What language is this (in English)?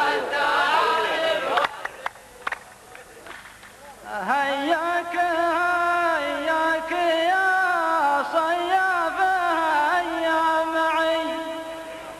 Arabic